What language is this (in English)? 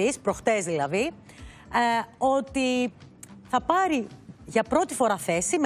Greek